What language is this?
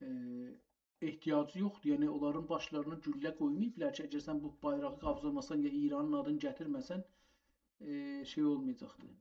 South Azerbaijani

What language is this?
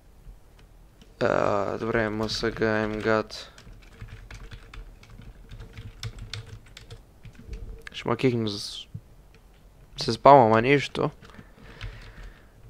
Bulgarian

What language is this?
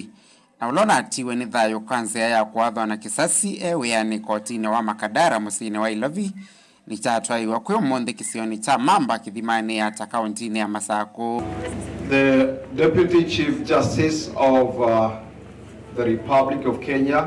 Kamba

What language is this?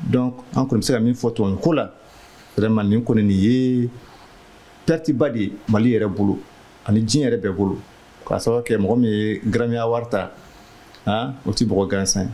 Bambara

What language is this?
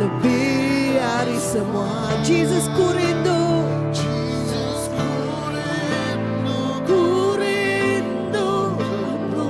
Iban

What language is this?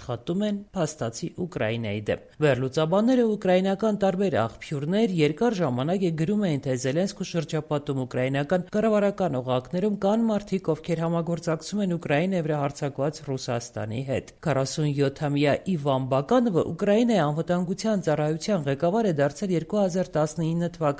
Armenian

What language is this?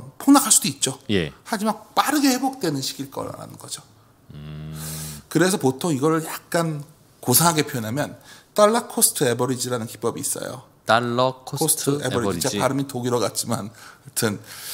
Korean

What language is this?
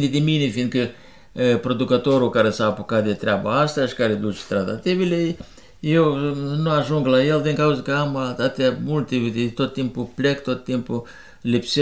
Romanian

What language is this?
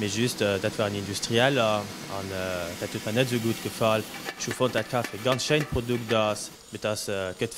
Luxembourgish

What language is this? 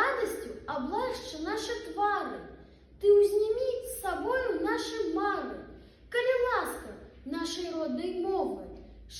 Belarusian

